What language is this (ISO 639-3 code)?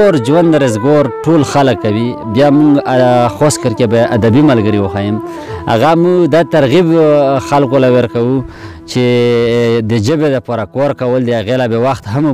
pus